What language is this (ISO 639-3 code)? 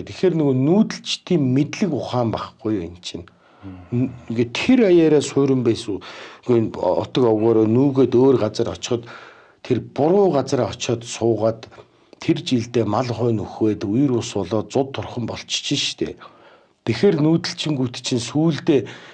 mon